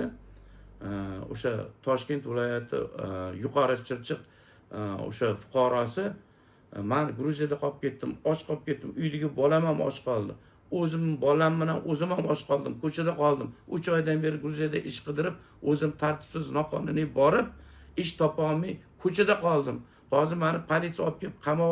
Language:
Uzbek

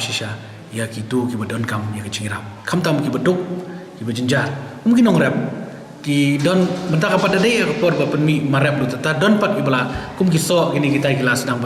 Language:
Khasi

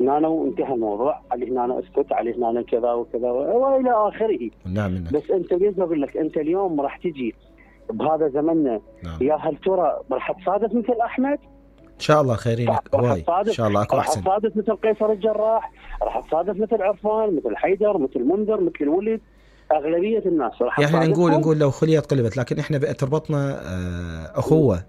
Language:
Mesopotamian Arabic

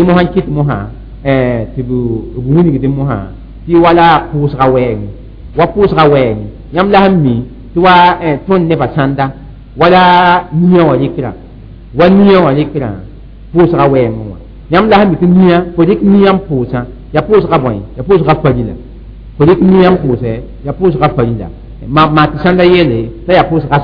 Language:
Mossi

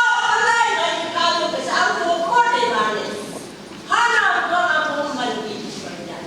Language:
Phom Naga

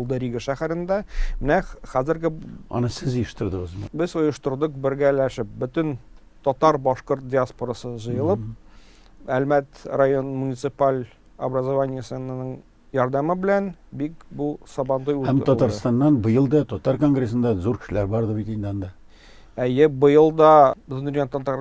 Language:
Tatar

